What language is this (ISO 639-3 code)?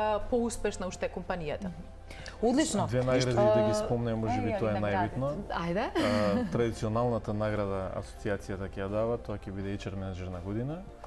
mkd